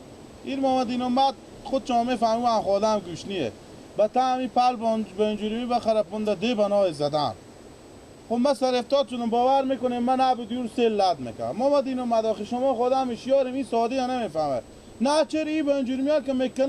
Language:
Persian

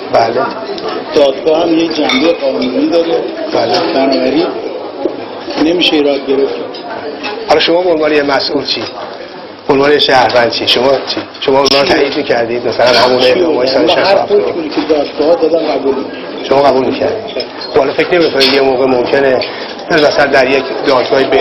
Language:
Persian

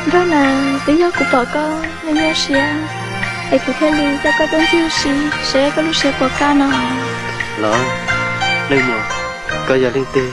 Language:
Hmong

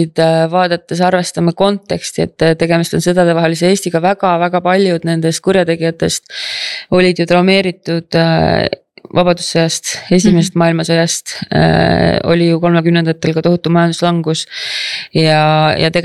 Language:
Estonian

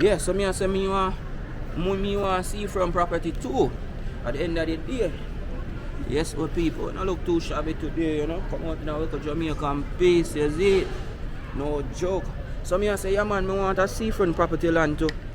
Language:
Jamaican Creole English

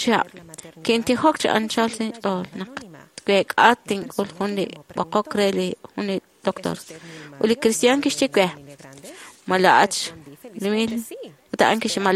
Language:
Kekchí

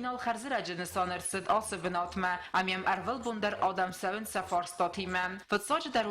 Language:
Ossetic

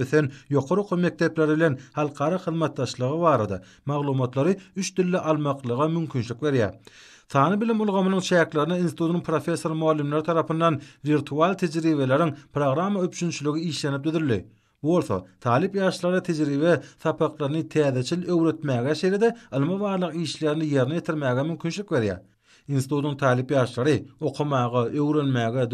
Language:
Turkmen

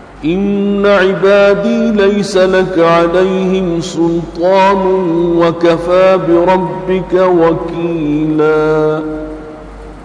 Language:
Urdu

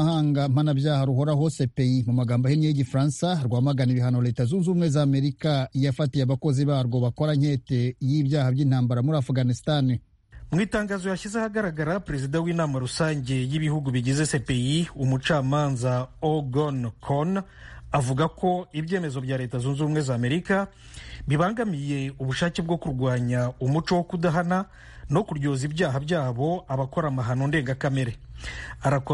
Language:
Kinyarwanda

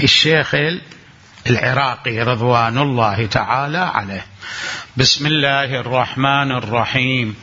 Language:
Mesopotamian Arabic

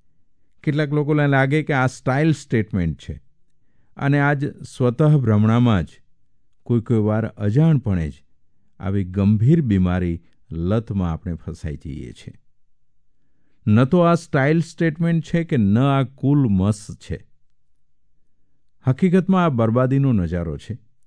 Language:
Gujarati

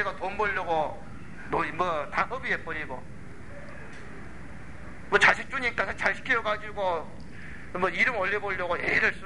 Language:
Korean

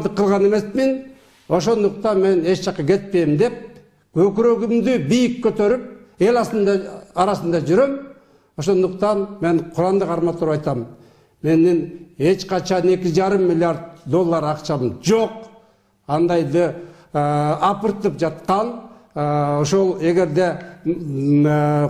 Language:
Kyrgyz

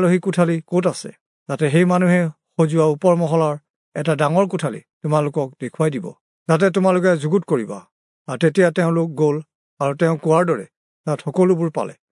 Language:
Assamese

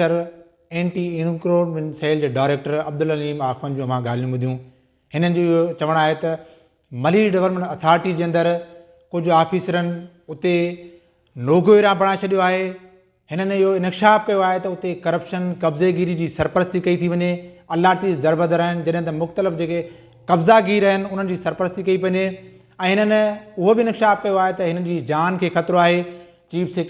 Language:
Sindhi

